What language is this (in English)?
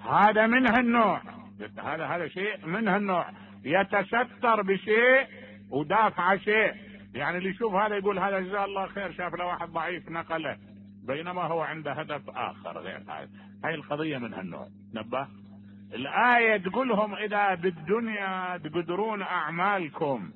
Mesopotamian Arabic